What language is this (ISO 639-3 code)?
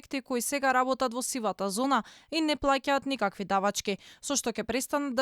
mkd